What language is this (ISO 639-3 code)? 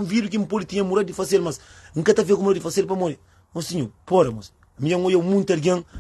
kea